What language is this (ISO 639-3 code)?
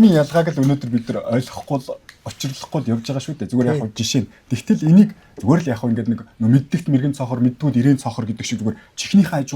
mon